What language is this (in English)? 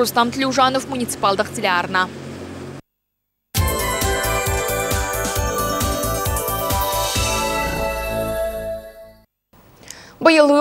Kazakh